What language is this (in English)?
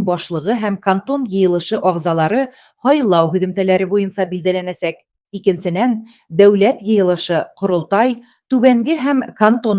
Bashkir